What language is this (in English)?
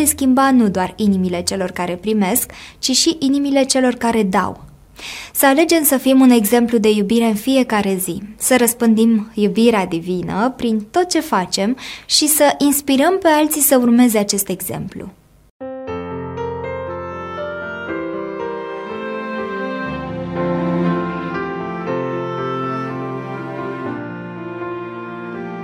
Romanian